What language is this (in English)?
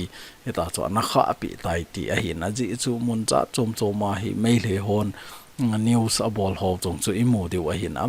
Thado Chin